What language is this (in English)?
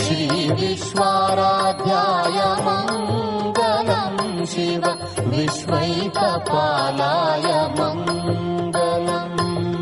Kannada